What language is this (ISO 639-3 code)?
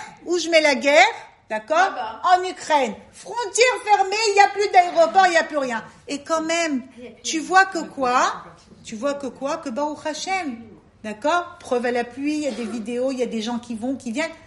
fra